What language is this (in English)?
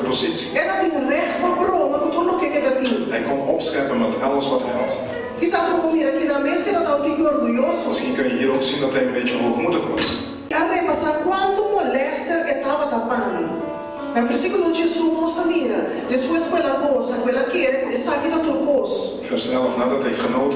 Papiamento